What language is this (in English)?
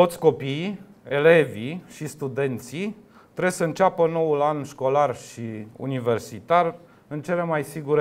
Romanian